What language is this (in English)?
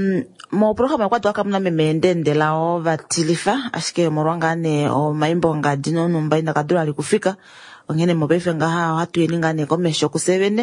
Kuanyama